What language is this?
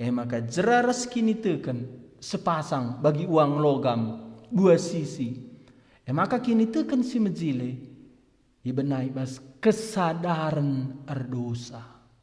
Batak Karo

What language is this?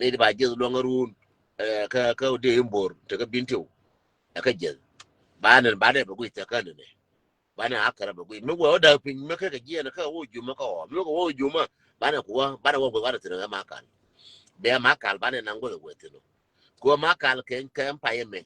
Nuer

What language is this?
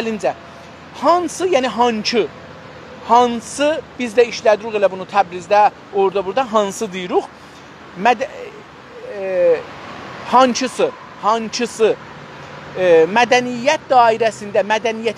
South Azerbaijani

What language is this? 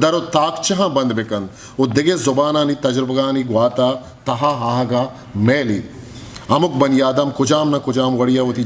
Eastern Balochi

